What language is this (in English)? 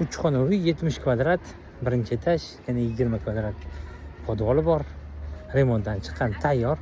Uzbek